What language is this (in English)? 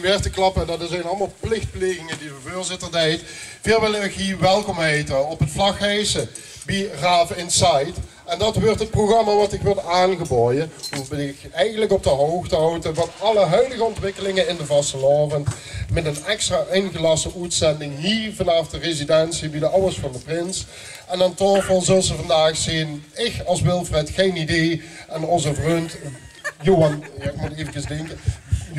Limburgish